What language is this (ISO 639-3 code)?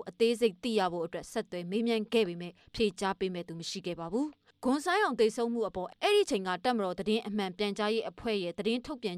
mya